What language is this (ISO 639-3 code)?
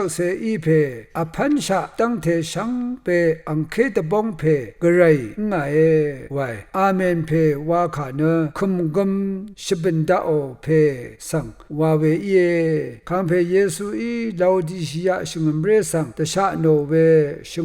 raw